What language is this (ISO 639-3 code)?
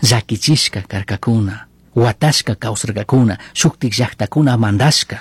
qug